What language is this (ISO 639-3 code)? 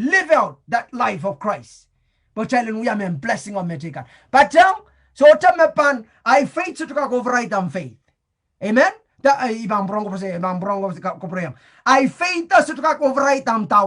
pon